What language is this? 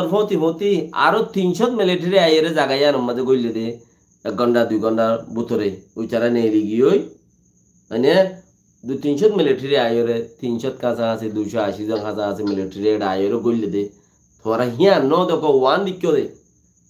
Rohingya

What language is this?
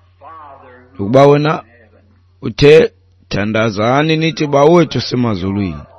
Xhosa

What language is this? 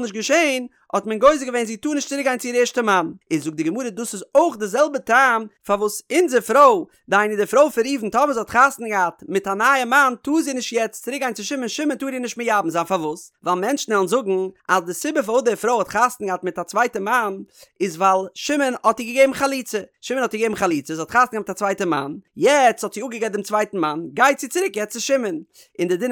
Yiddish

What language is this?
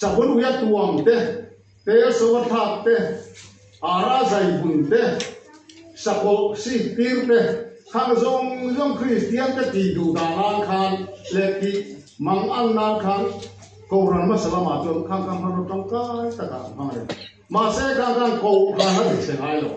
Mizo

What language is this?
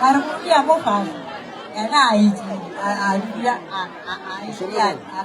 Northern Sotho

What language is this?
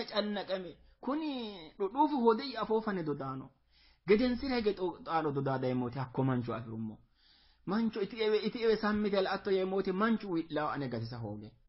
Sidamo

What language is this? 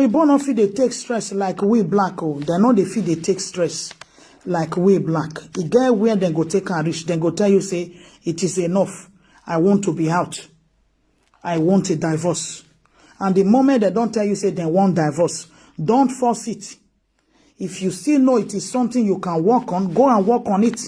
Nigerian Pidgin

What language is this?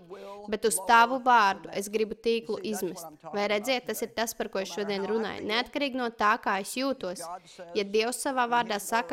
Latvian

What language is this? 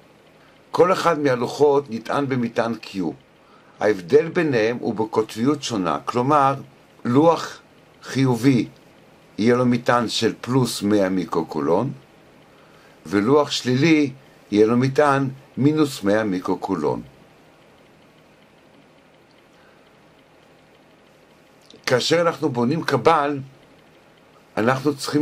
Hebrew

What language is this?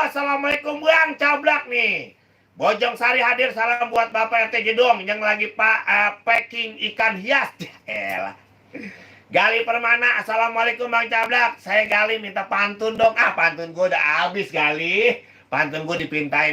Betawi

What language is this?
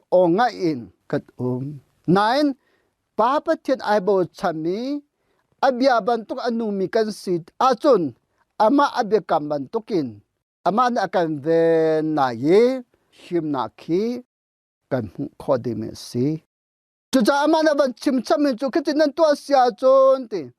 Hakha Chin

